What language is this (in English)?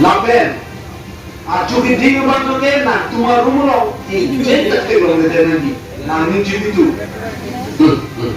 Karbi